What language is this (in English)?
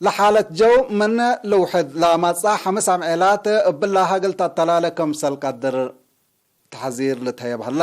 Tigre